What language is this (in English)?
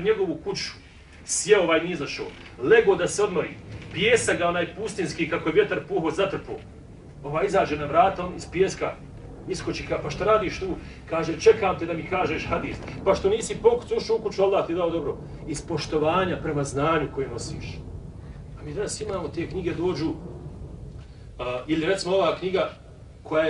Bosnian